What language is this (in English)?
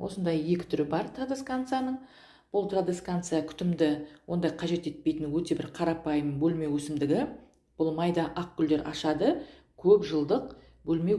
Kazakh